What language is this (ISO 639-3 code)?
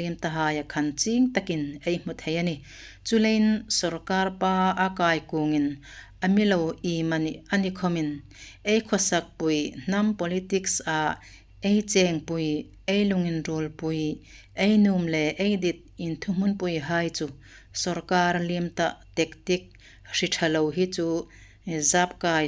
hmr